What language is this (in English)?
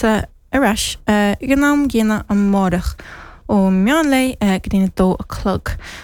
Irish